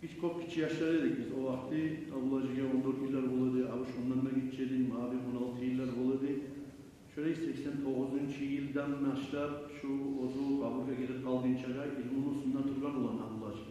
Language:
Kumyk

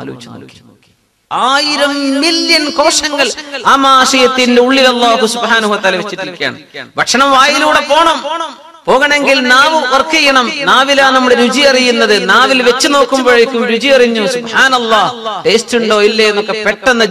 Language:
Malayalam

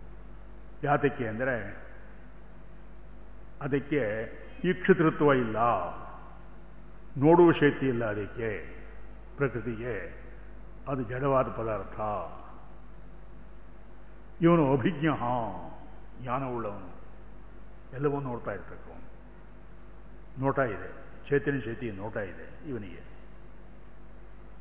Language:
Kannada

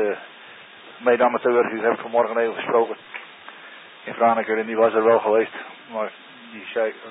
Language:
Dutch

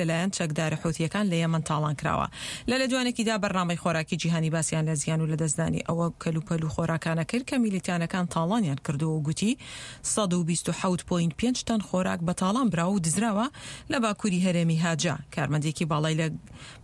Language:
Central Kurdish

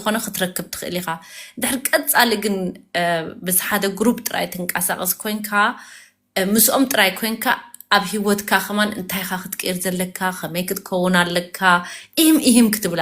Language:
Tigrinya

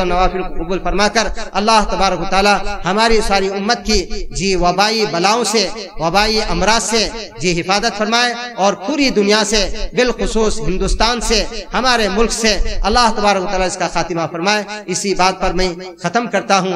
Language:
Urdu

